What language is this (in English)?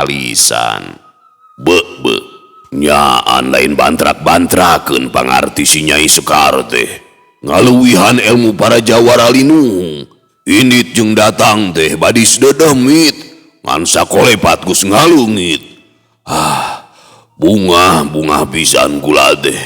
Sundanese